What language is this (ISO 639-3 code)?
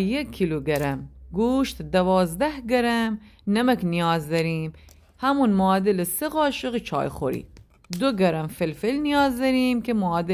glk